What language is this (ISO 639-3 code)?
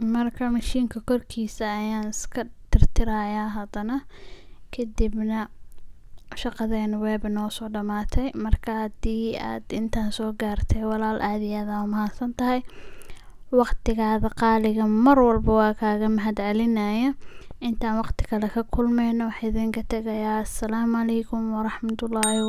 som